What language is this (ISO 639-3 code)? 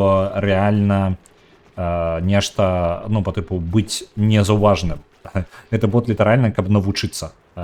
bel